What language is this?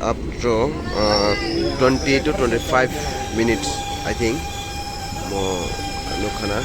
Kok Borok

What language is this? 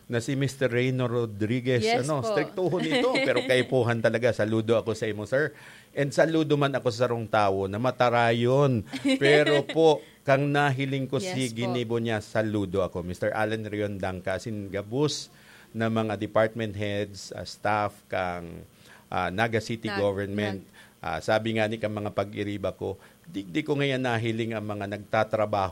Bikol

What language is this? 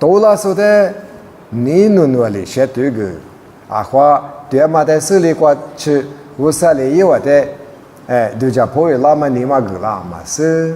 Lisu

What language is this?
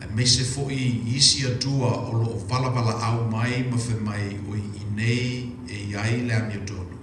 Samoan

